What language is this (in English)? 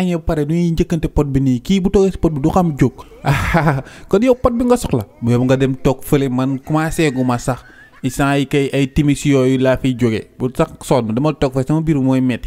Wolof